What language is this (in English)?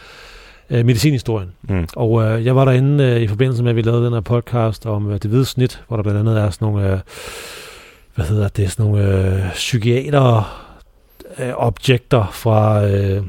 Danish